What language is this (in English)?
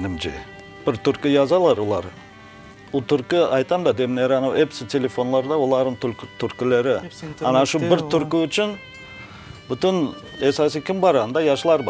Crimean Tatar